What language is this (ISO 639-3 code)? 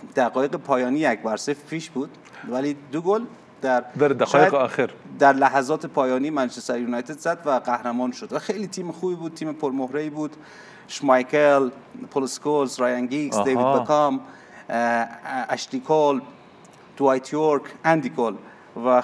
fas